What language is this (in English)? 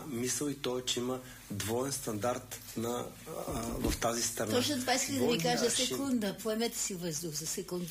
Bulgarian